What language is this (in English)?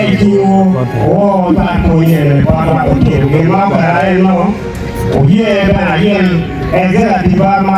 Acoli